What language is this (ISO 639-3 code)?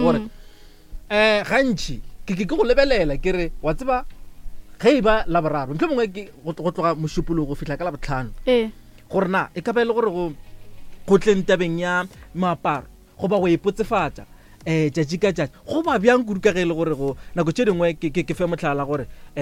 nso